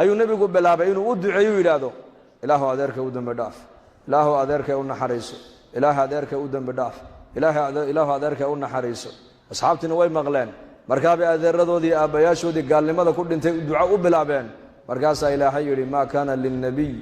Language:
Somali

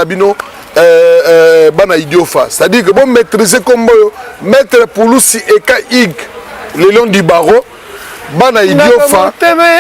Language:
Lingala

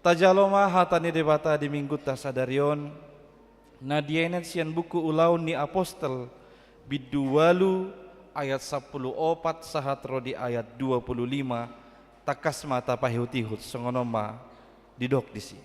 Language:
Batak Toba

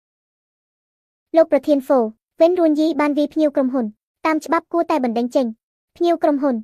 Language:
Khmer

